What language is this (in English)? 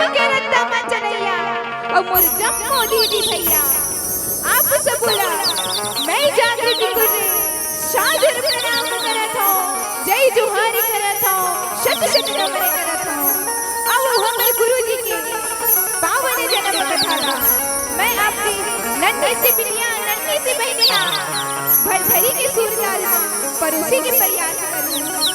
Chhattisgarhi